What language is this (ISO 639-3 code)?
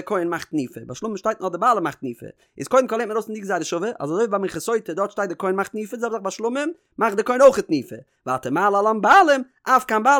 yid